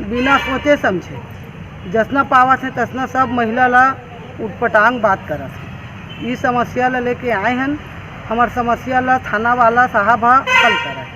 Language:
Chhattisgarhi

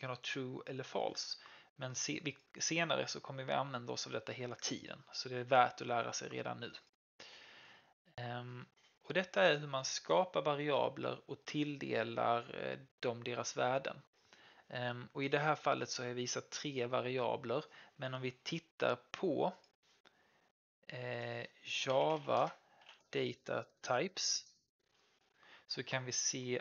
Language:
Swedish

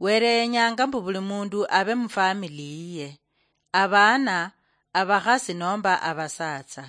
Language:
Luyia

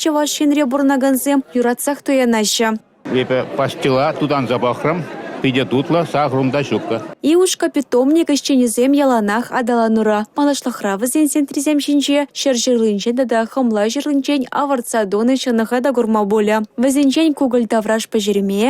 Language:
Chuvash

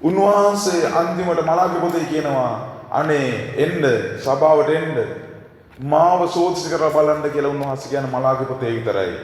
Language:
Sinhala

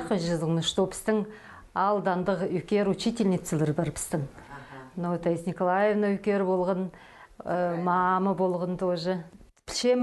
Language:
Khakas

